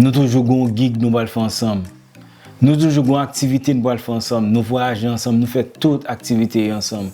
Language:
Haitian Creole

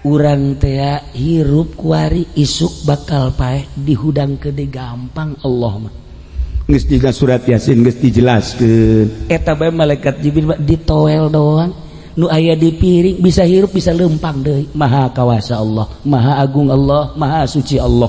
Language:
Sundanese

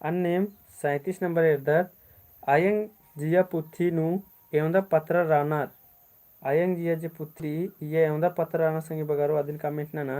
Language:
Kurukh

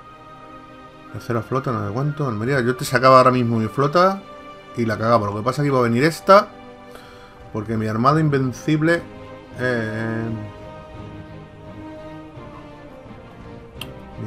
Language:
Spanish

